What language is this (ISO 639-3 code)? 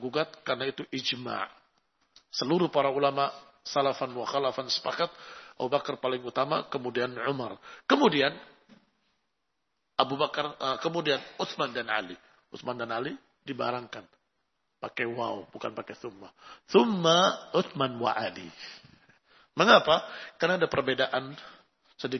ind